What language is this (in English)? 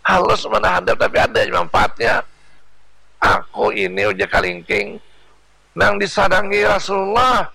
Banjar